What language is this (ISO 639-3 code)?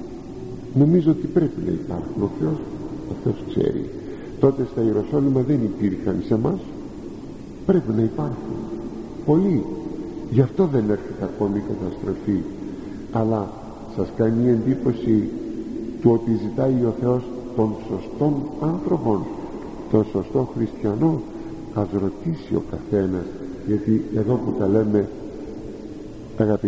ell